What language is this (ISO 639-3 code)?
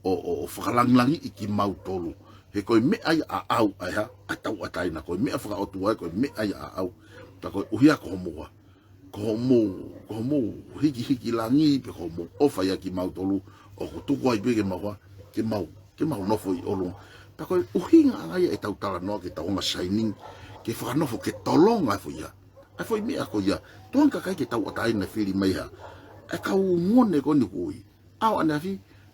ton